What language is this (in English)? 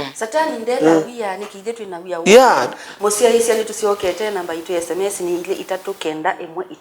Kamba